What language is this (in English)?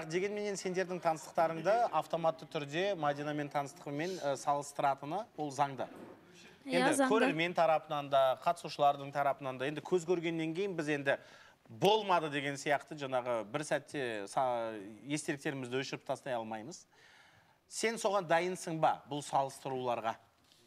Kazakh